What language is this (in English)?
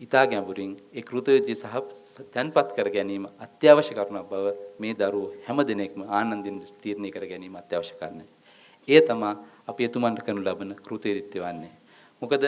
Sinhala